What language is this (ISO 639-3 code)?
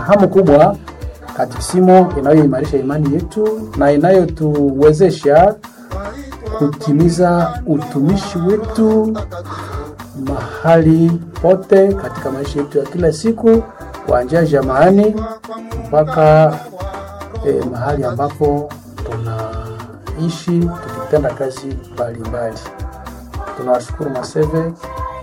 swa